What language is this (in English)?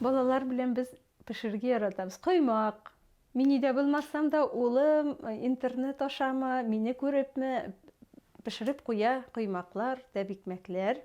Bashkir